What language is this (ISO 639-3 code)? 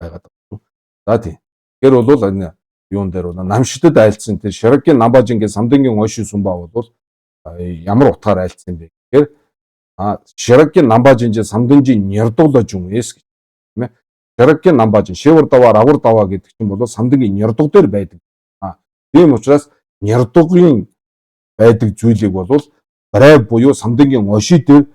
mon